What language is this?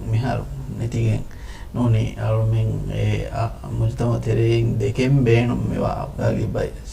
Divehi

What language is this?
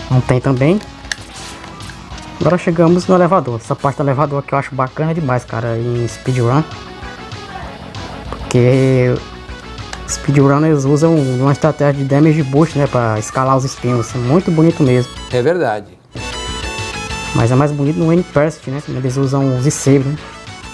Portuguese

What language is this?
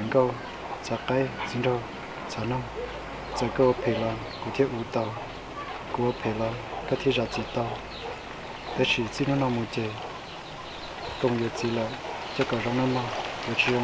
Vietnamese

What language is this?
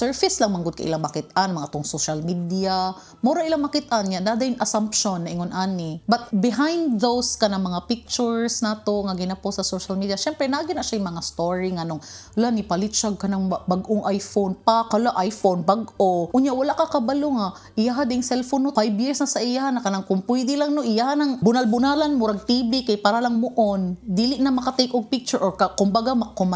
Cebuano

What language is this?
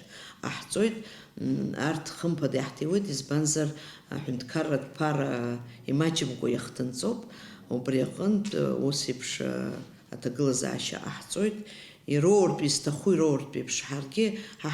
Abkhazian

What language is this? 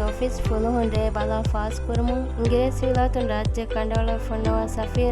Divehi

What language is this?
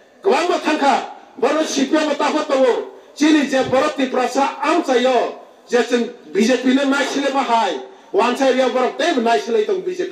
Kok Borok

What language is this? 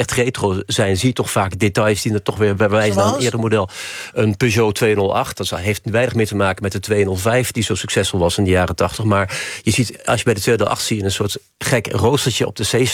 Dutch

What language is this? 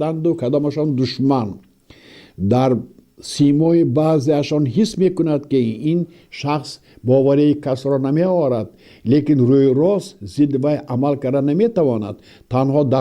Tajik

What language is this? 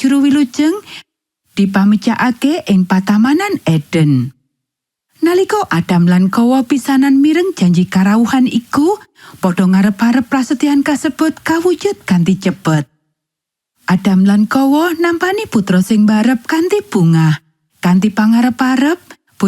Javanese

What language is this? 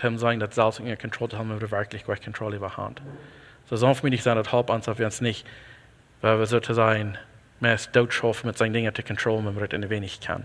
Plautdietsch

